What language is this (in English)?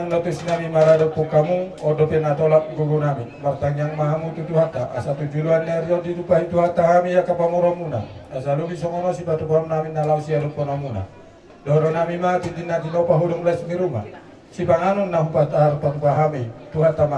Batak Toba